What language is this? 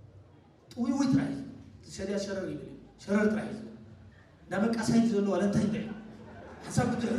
Tigrinya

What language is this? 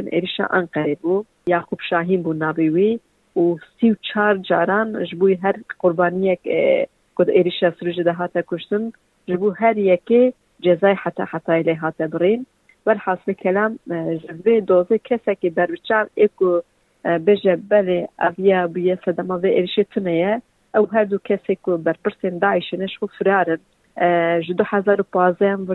Kurdish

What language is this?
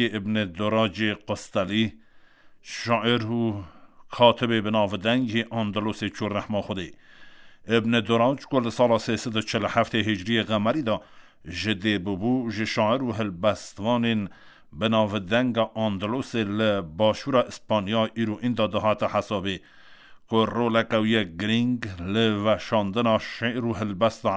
Kurdish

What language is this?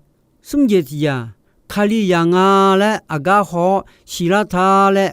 Akha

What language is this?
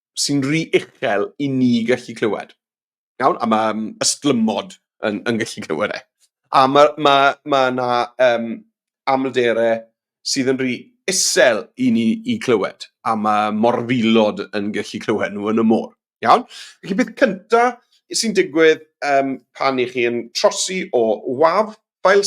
Welsh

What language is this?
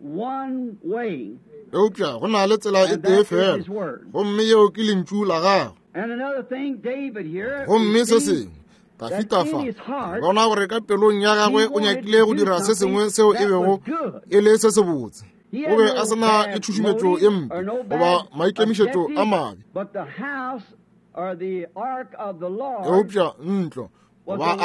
Northern Sotho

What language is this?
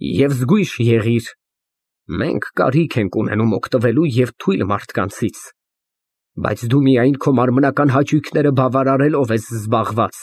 Armenian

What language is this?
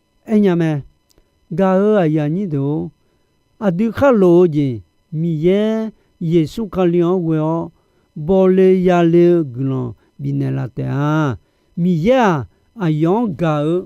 Akha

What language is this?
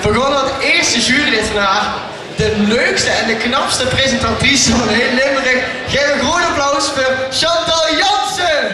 Limburgish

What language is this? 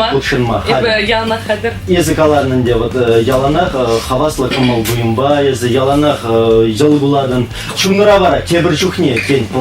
Chuvash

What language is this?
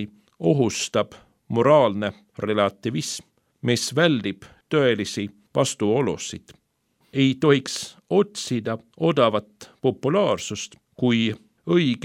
Estonian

